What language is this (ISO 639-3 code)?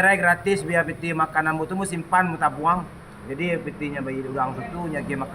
min